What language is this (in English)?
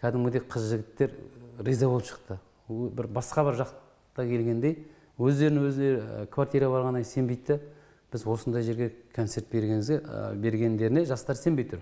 Kazakh